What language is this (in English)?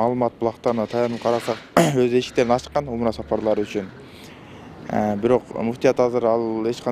Kyrgyz